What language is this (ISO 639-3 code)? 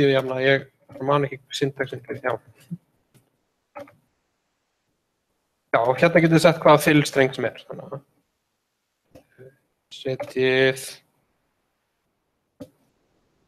isl